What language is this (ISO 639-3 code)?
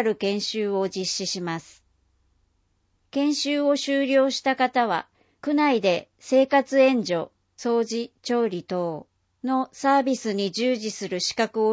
jpn